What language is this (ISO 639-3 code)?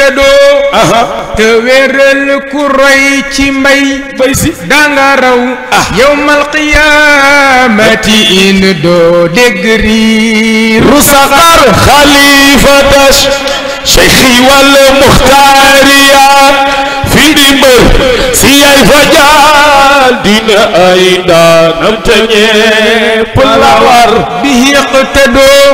wol